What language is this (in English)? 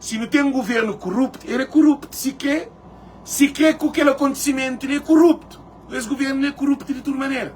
Kabuverdianu